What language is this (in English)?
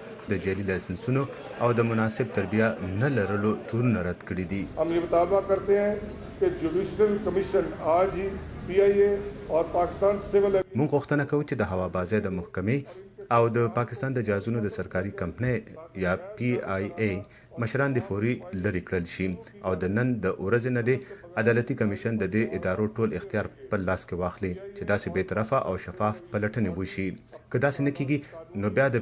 Pashto